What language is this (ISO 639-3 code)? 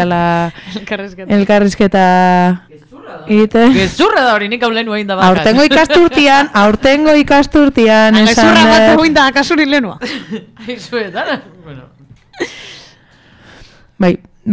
eus